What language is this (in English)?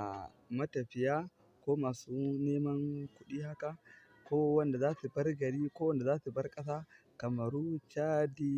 Hausa